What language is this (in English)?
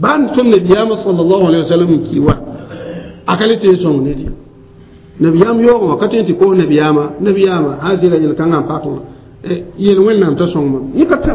Mossi